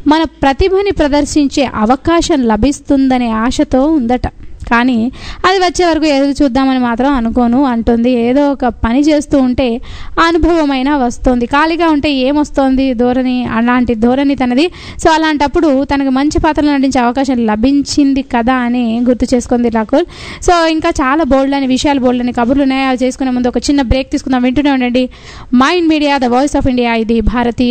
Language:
Telugu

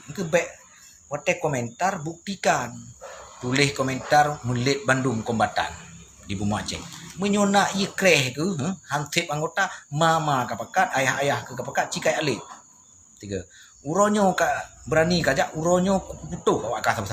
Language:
Achinese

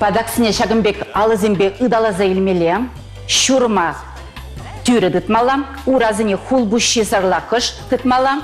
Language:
Chuvash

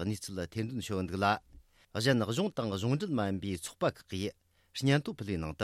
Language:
Tibetan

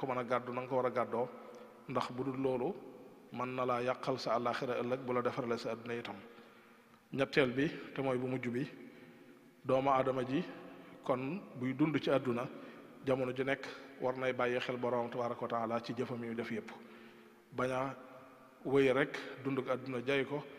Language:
Wolof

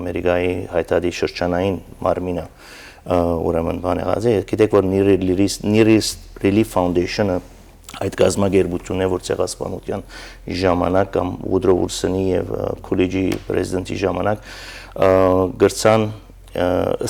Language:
Western Armenian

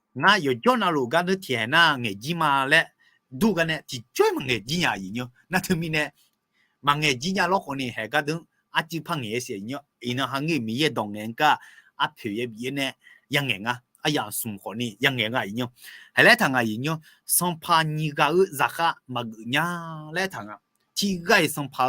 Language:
Akha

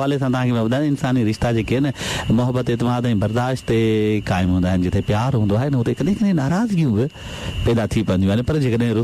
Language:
Sindhi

